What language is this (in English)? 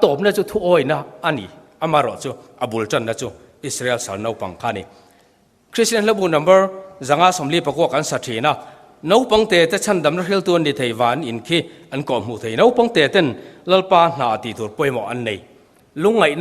Mizo